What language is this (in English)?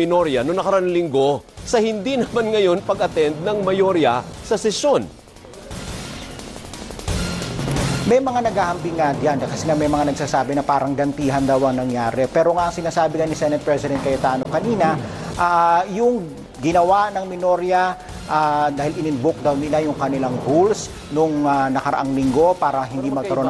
Filipino